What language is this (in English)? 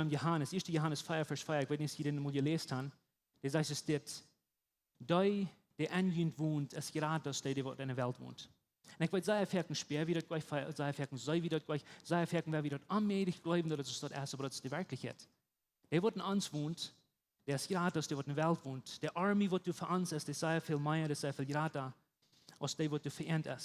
Plautdietsch